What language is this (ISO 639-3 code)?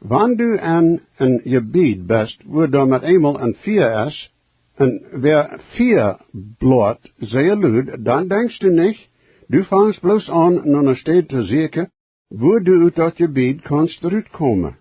pdt